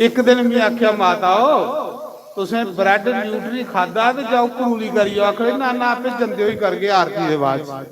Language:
Dogri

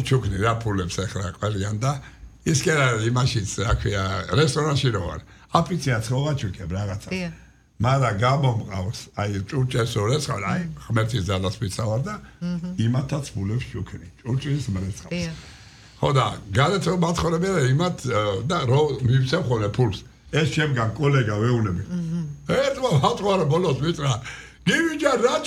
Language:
Georgian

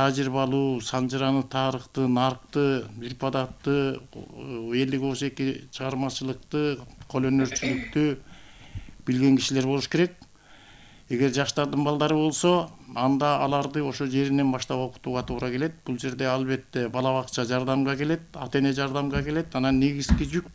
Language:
Kyrgyz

